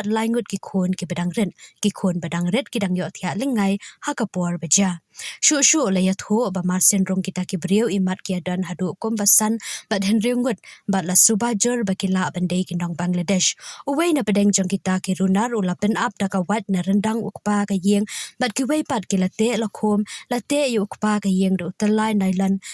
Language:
Khasi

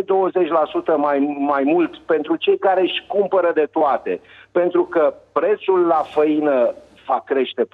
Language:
Romanian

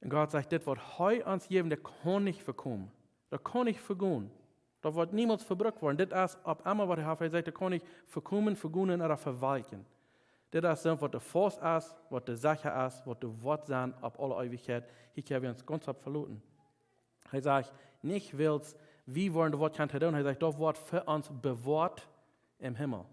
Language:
Plautdietsch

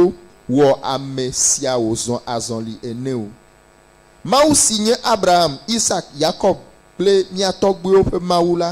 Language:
Ewe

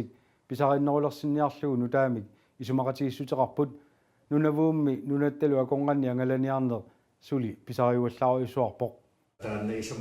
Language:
Kalaallisut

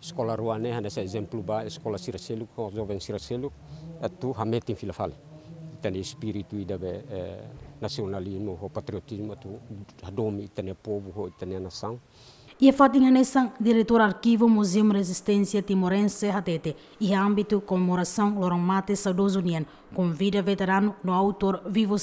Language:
Tetum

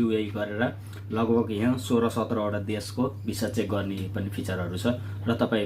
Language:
Nepali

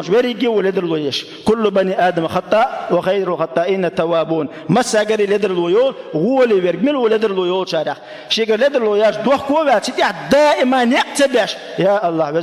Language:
Chechen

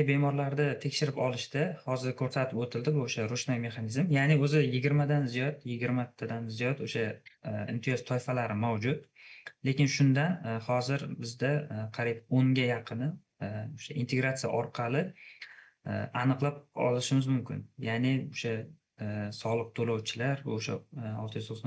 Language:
Uzbek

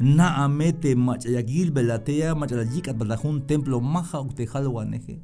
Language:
Tzeltal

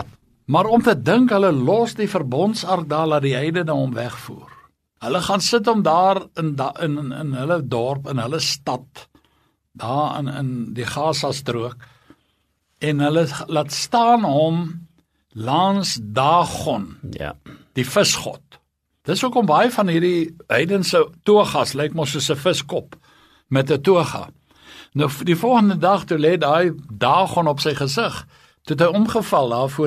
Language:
Afrikaans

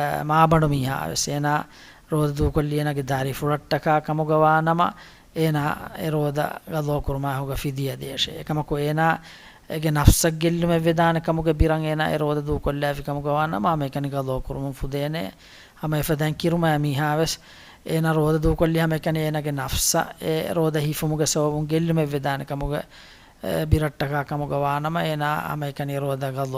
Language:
Divehi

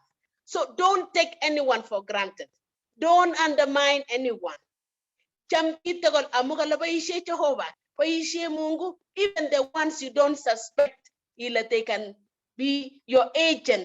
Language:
Kalenjin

